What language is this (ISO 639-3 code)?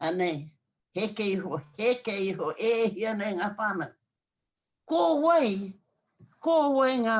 mri